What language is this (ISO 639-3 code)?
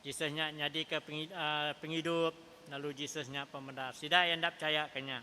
iba